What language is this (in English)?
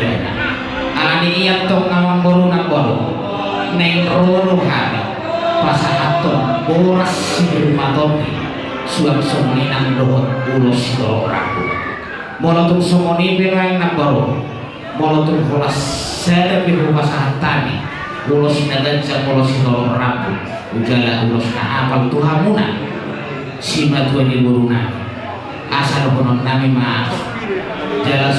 Batak Toba